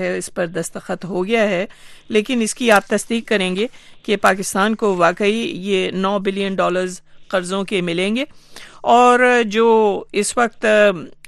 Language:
Urdu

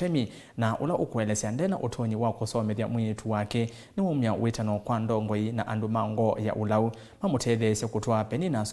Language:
Kamba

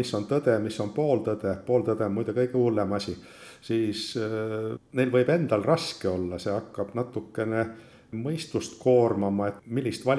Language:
Estonian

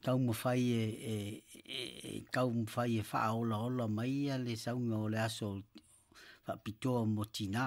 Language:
Samoan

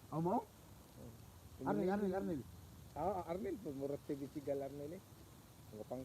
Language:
Cebuano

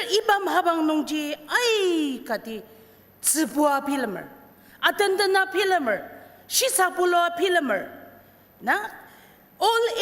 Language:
Ao Naga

